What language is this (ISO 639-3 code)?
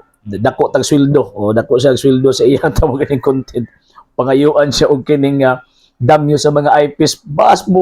ceb